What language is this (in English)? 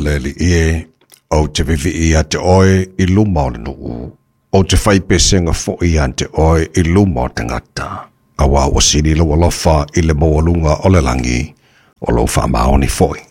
Samoan